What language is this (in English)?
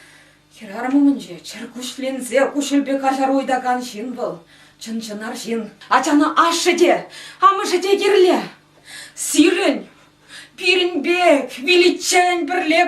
Chuvash